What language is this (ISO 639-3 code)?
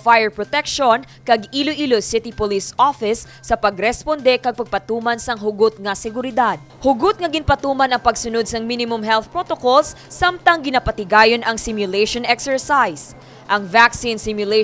hil